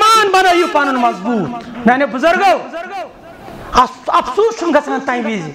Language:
Kashmiri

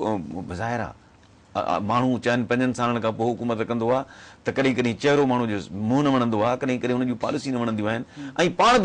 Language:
Sindhi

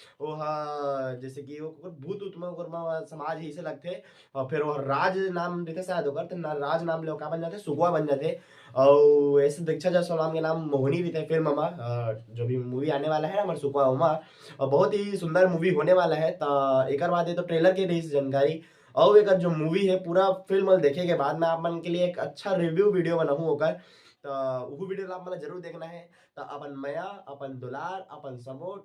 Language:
Chhattisgarhi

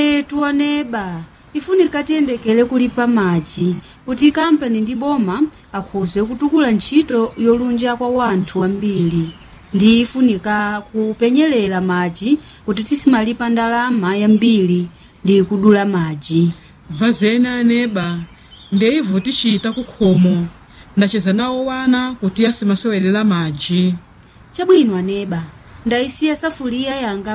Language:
Nyanja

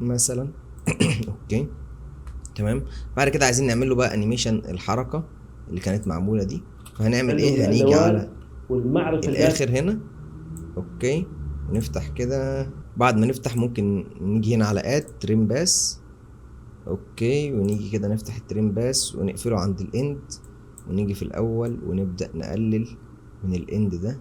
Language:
Egyptian Arabic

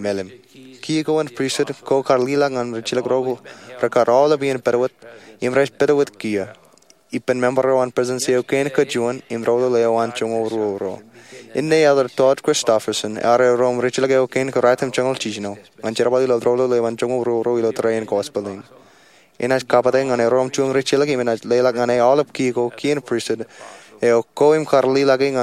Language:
Marshallese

